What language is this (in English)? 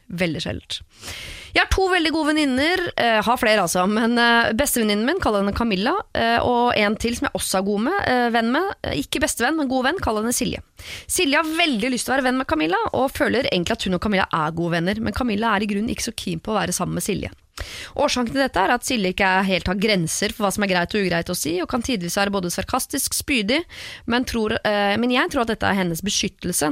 Norwegian